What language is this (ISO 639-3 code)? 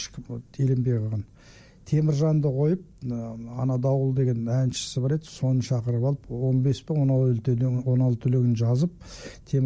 kaz